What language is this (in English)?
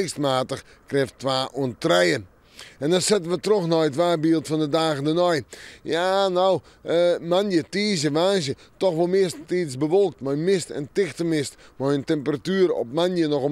Western Frisian